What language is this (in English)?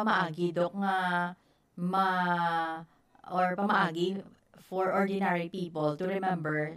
Hiligaynon